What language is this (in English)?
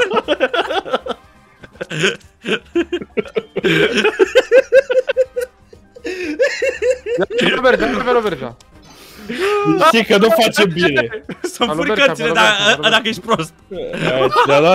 Romanian